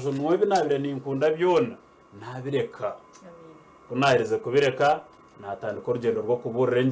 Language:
Nyankole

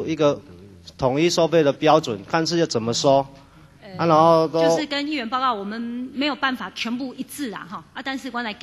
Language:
Chinese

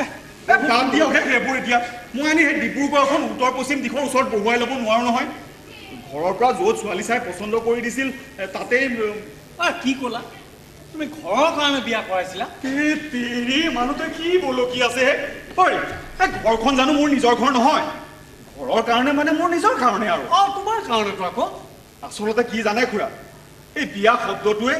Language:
Assamese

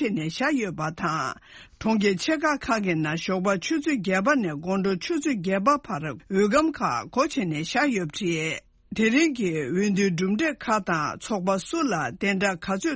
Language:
Tibetan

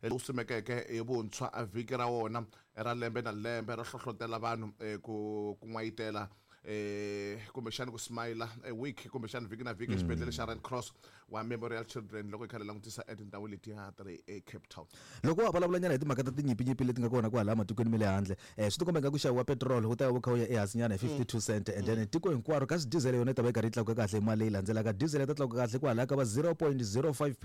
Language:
Tsonga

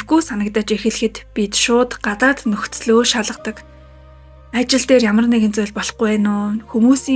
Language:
Mongolian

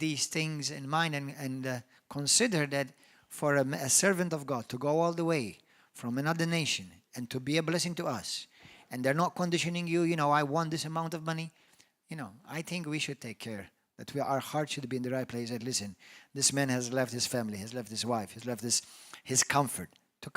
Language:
English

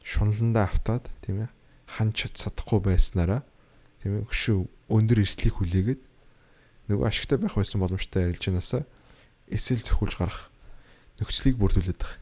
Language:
Mongolian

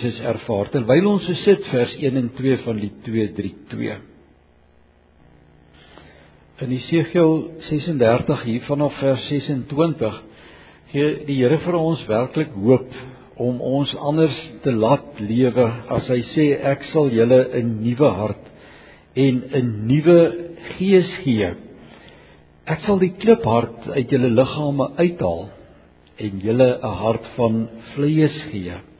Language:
Afrikaans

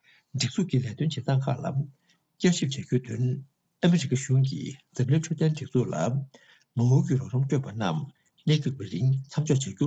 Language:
Tibetan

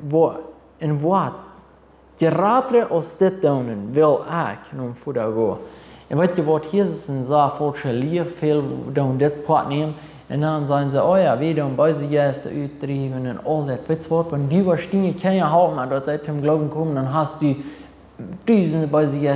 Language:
Plautdietsch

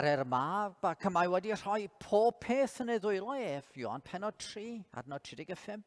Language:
Welsh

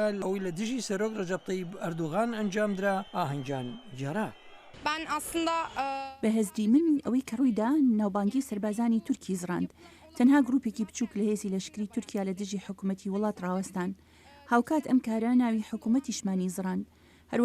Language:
Central Kurdish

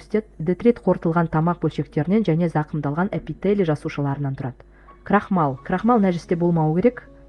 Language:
Kazakh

